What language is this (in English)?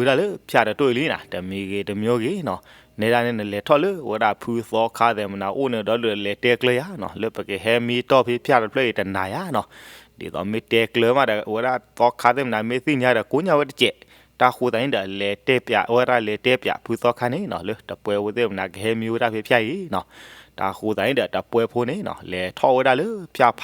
S'gaw Karen